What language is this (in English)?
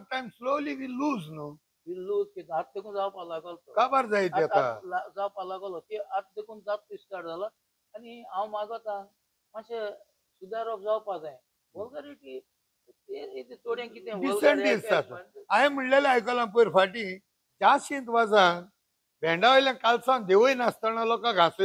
Konkani